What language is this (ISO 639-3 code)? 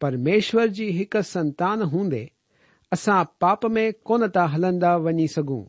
snd